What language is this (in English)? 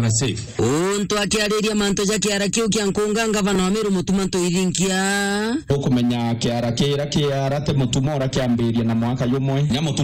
Meru